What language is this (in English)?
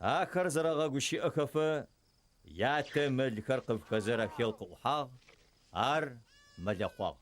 Adyghe